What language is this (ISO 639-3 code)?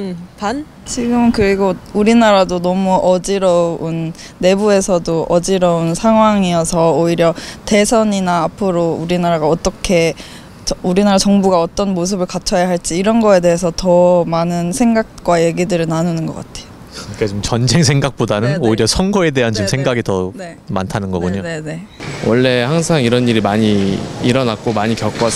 kor